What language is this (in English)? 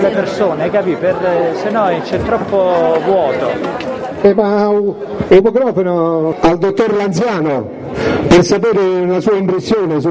Italian